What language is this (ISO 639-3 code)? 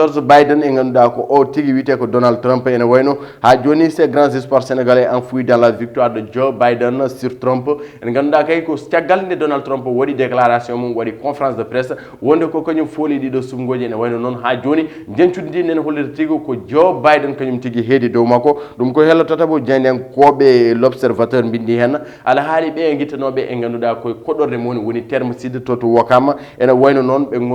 ful